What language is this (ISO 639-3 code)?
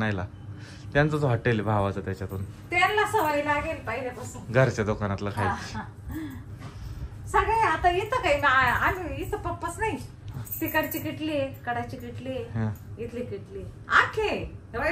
mar